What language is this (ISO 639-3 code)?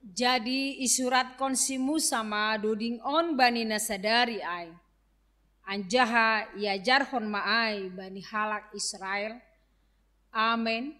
bts